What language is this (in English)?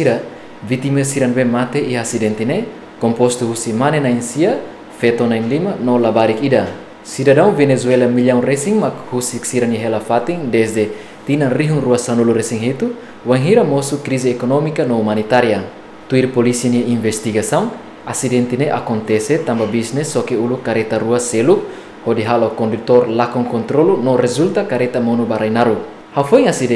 Tetum